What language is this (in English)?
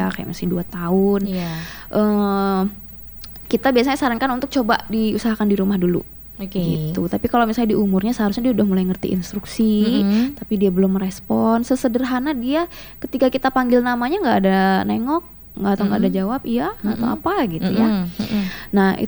Indonesian